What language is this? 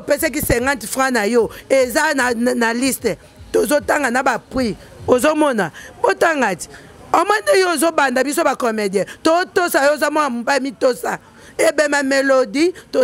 Lingala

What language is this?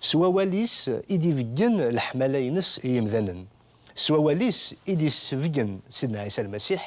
Kabyle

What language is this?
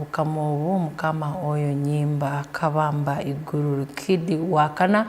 Tooro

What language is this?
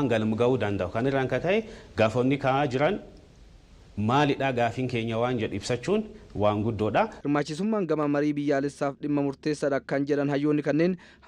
Oromo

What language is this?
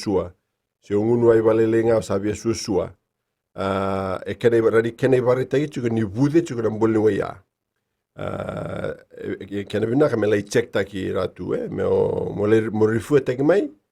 Fijian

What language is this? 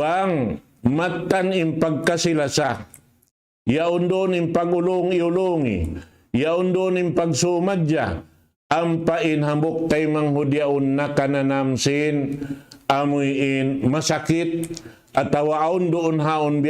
Tausug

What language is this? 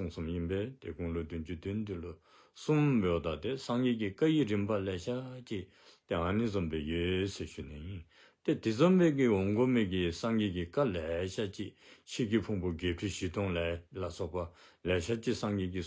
Dzongkha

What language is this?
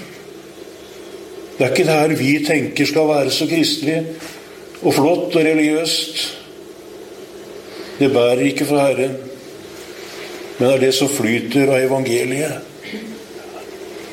Norwegian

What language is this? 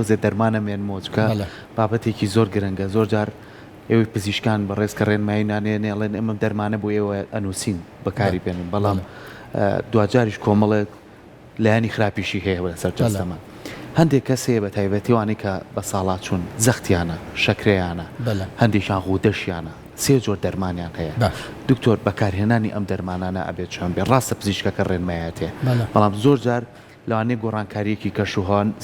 Central Kurdish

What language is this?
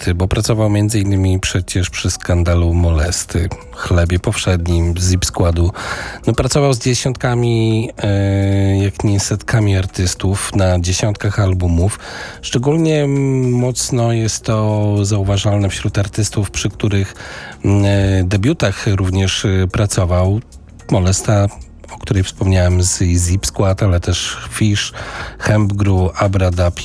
Polish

